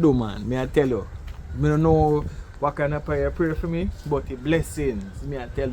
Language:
Jamaican Creole English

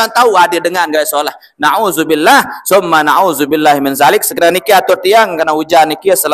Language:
Sasak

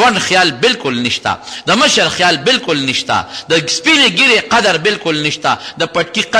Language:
Pashto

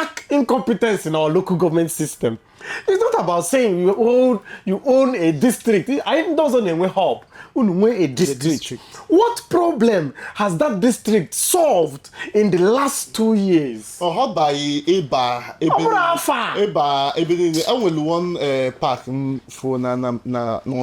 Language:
Igbo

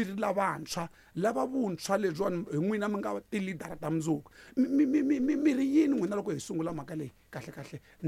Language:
Tsonga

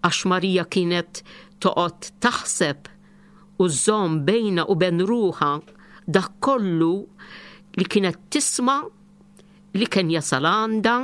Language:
Maltese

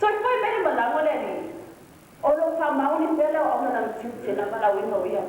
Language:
Samoan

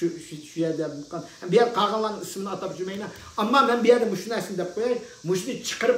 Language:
Uyghur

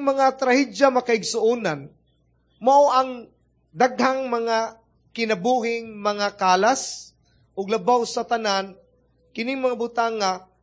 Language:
Cebuano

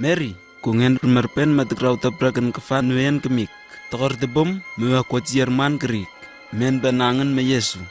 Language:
Southwest Tanna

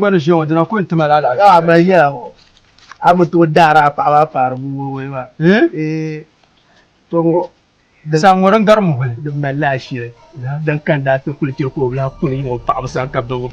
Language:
Dagbani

